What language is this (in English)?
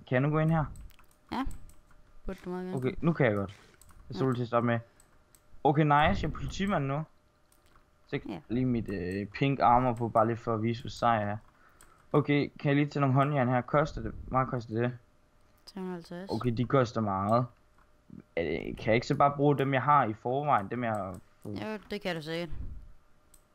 Danish